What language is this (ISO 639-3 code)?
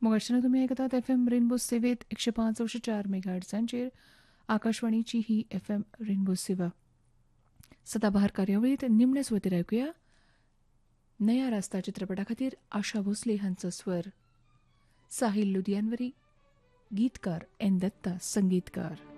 kok